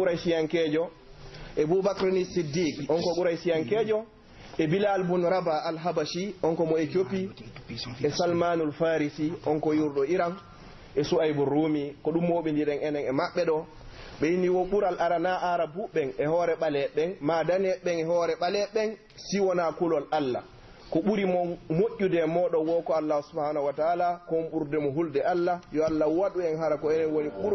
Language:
Pular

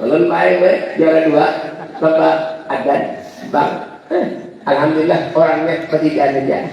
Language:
Banjar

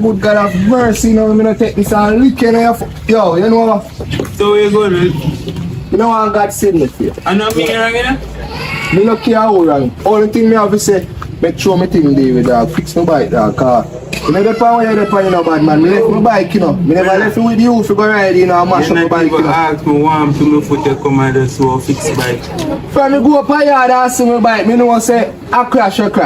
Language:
Jamaican Creole English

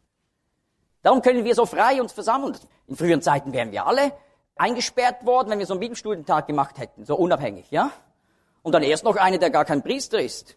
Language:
German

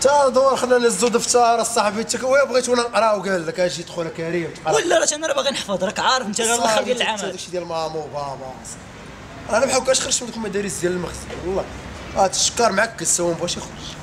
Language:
Moroccan Arabic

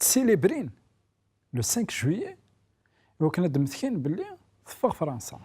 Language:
Kabyle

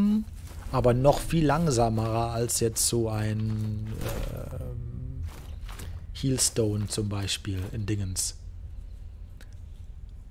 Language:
German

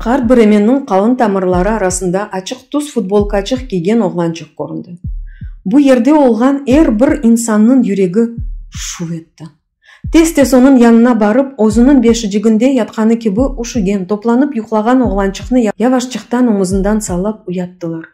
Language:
Crimean Tatar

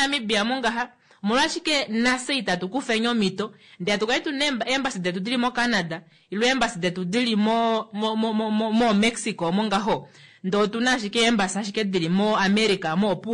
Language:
Kuanyama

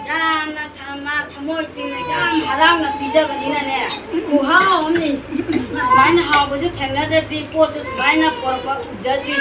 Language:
Manipuri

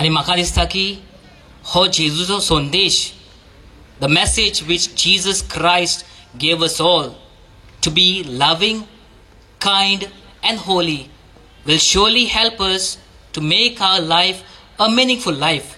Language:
Konkani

